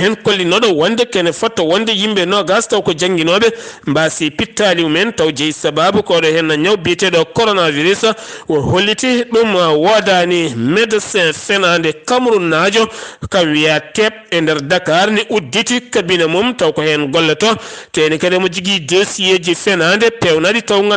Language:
Fula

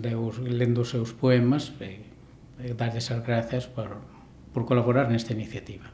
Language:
Galician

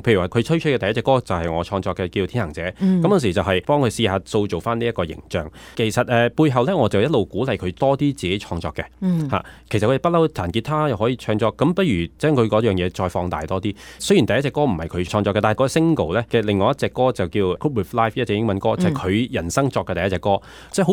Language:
Cantonese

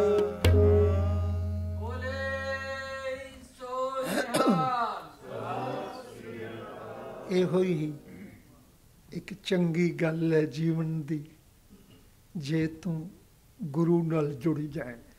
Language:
Punjabi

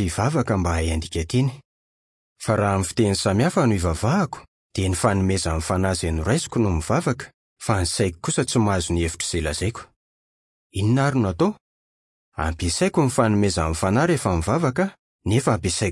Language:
Malagasy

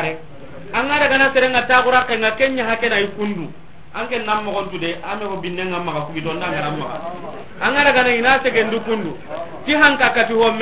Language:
Soninke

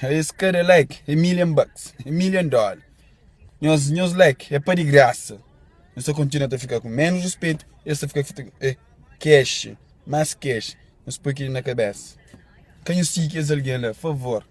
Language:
Kabuverdianu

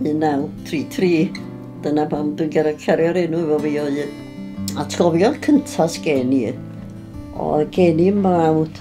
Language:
Welsh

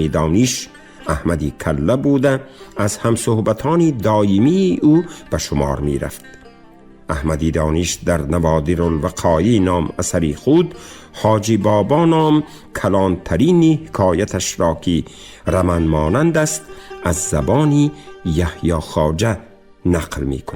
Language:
Tajik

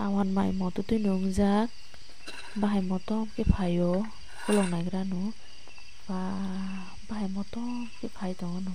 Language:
Kok Borok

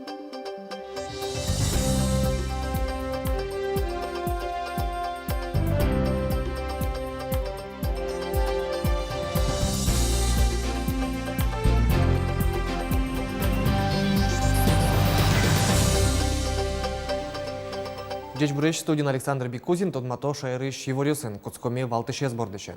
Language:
Udmurt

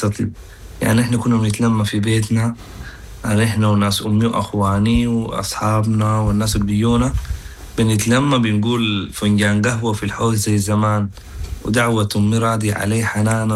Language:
Sudanese Arabic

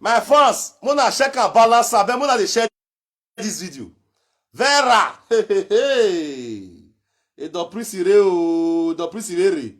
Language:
Nigerian Pidgin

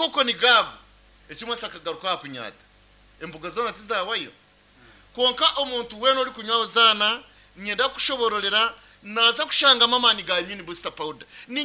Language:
Nyankole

